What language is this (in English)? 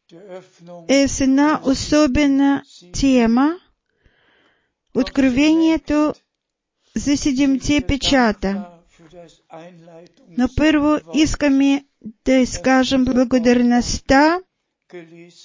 Bulgarian